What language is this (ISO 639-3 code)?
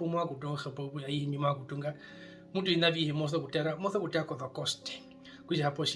her